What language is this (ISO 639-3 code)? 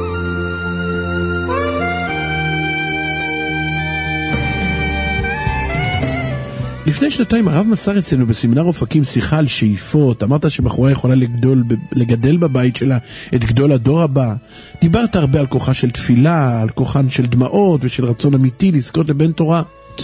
heb